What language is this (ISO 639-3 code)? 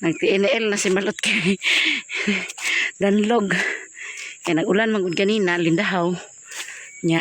ceb